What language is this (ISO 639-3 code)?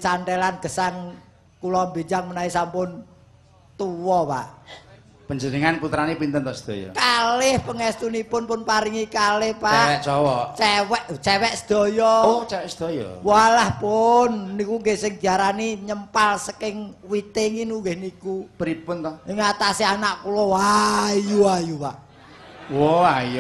jav